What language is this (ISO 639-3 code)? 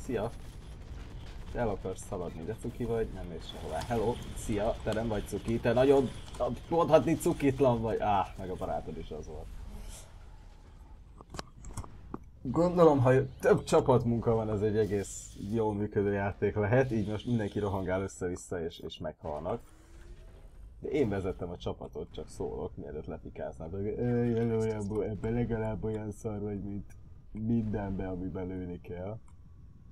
hun